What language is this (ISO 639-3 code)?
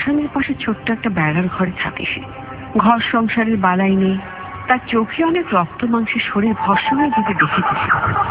ben